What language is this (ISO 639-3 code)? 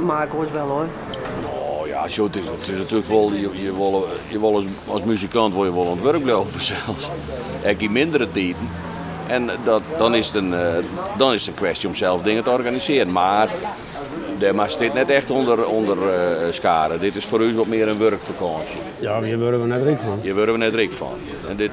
fry